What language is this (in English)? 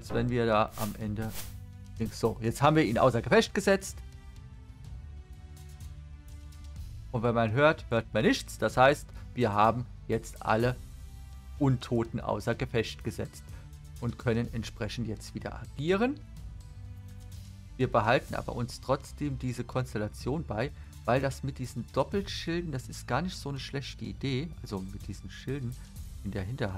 German